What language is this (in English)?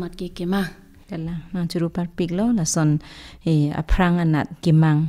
Karbi